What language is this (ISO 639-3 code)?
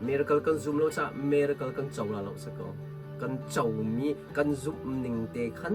cnh